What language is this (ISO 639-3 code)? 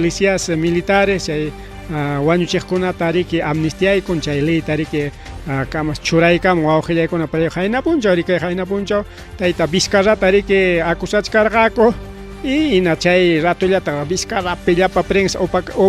quy